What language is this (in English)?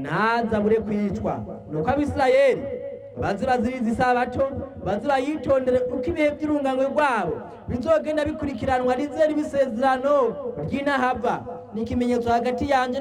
Rundi